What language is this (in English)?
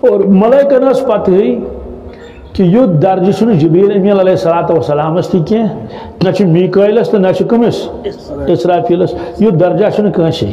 Kashmiri